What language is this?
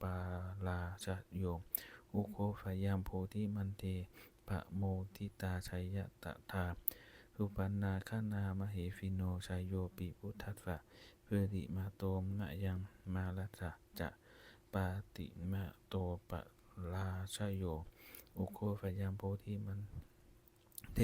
Pali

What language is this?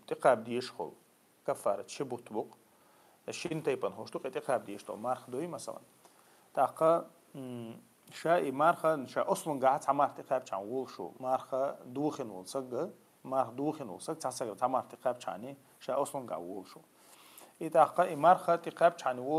Chechen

